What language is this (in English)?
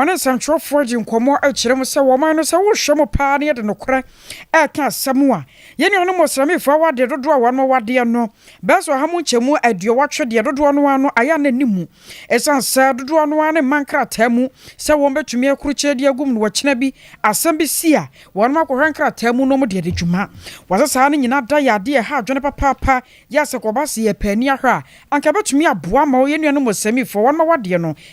Akan